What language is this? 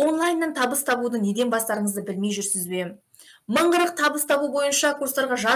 Kazakh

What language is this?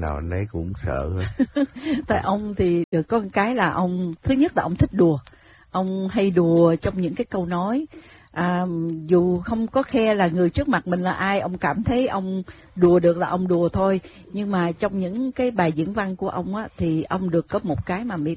Vietnamese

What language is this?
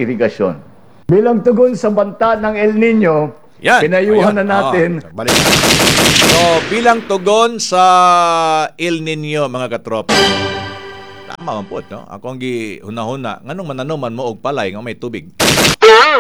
Cebuano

